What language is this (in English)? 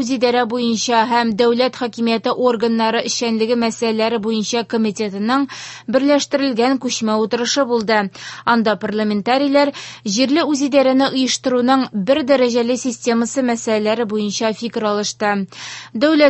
Tatar